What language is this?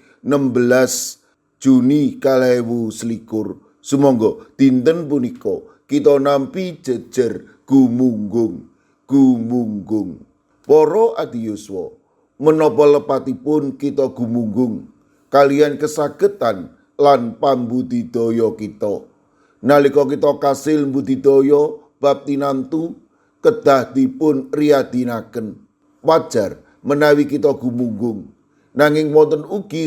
Javanese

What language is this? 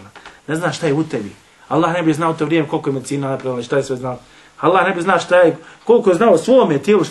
Bosnian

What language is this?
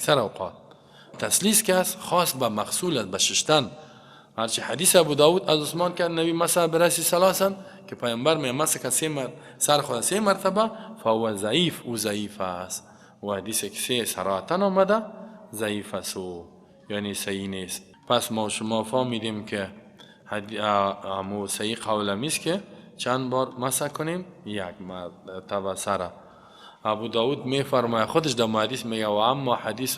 Persian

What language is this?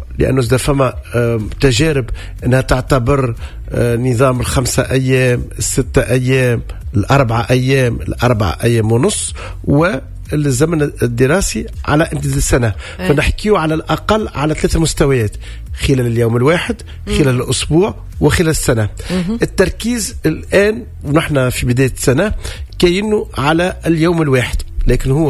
Tunisian Arabic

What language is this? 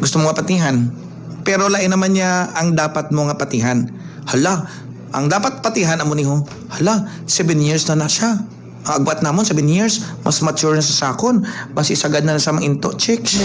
Hiligaynon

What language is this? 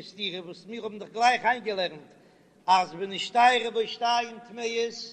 Yiddish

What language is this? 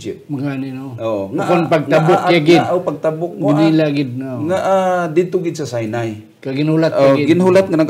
Hiligaynon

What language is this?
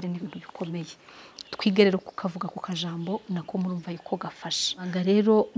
Kinyarwanda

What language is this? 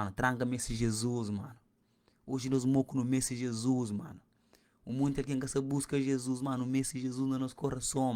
Kabuverdianu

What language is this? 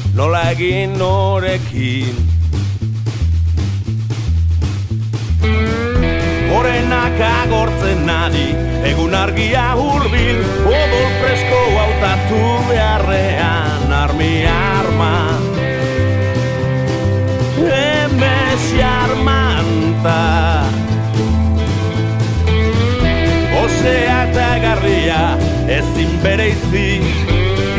Basque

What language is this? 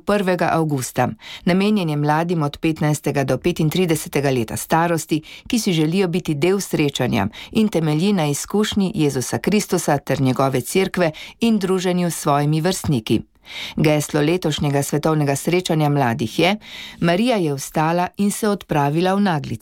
Slovenian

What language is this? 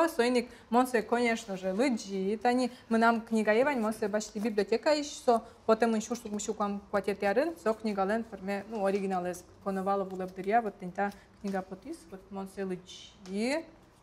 Udmurt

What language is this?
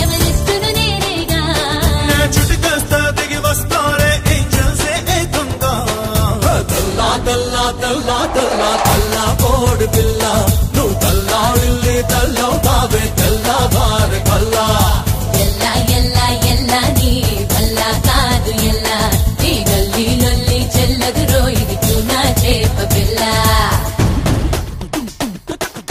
Telugu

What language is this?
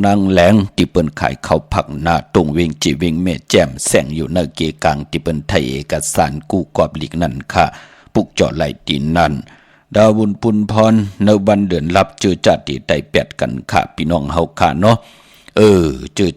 Shan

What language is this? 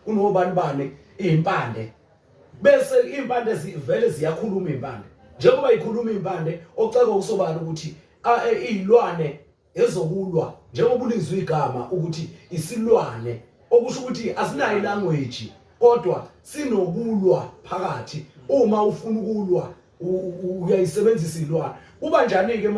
Zulu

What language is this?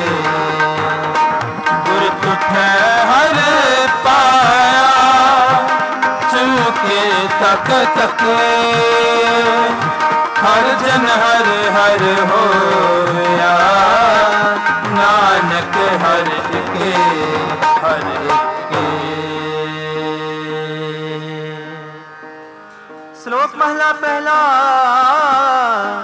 Punjabi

